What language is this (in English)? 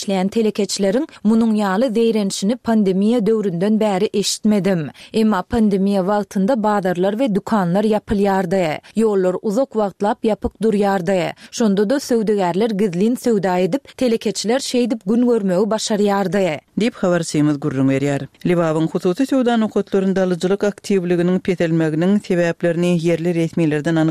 Turkmen